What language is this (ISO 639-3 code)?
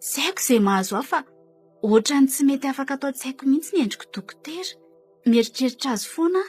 mlg